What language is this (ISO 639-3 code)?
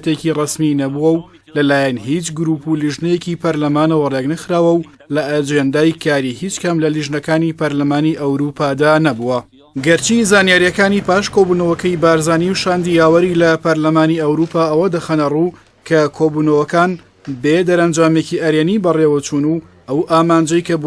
ckb